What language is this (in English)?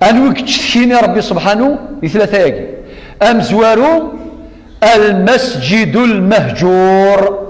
Kabyle